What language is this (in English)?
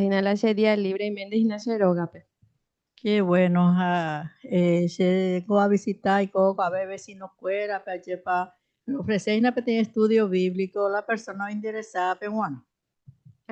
Guarani